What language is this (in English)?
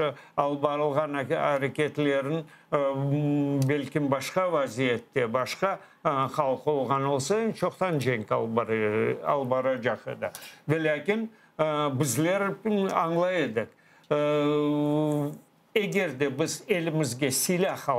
Crimean Tatar